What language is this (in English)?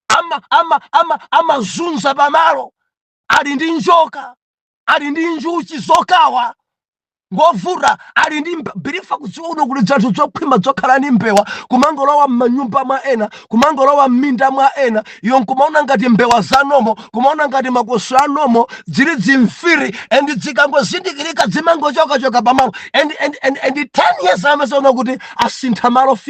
Nyanja